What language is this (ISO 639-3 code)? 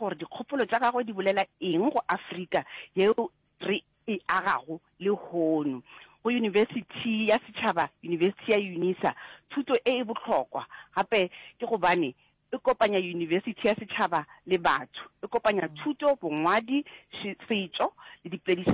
nso